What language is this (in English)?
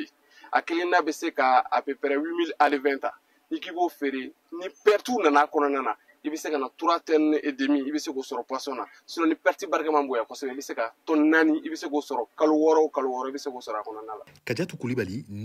Bambara